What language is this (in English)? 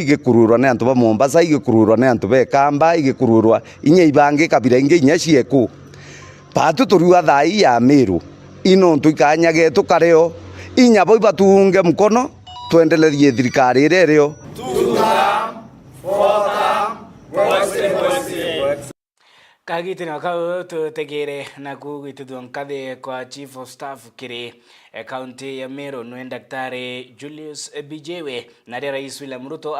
Meru